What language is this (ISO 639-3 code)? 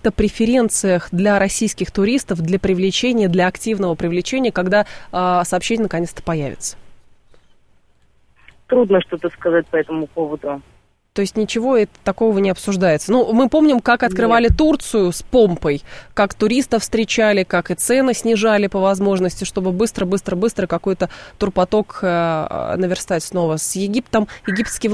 rus